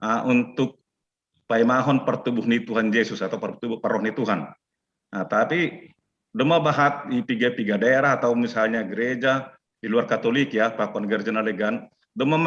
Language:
Batak Simalungun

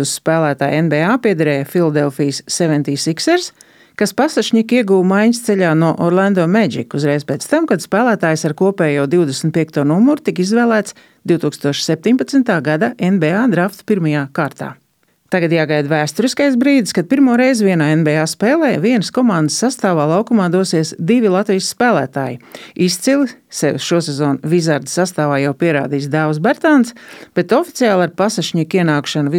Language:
Latvian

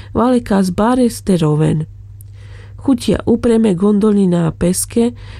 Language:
Carpathian Romani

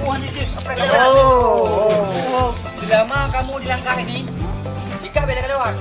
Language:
Achinese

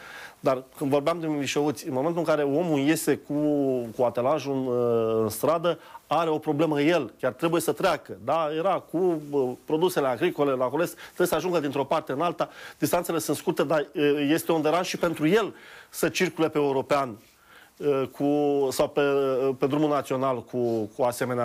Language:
Romanian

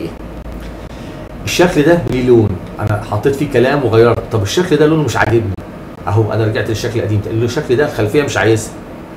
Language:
Egyptian Arabic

